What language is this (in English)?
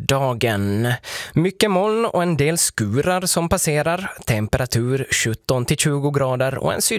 Swedish